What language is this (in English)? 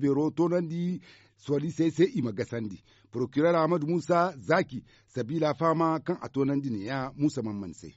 Zarma